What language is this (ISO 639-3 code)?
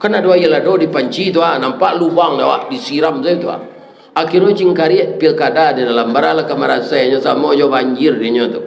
min